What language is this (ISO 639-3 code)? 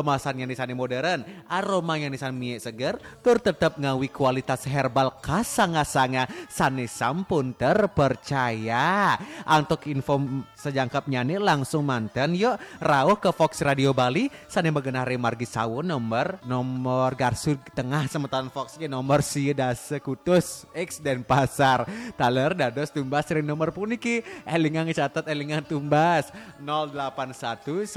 ban